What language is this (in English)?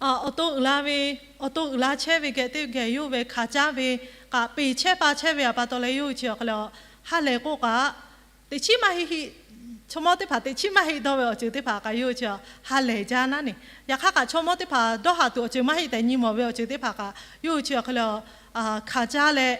Lahu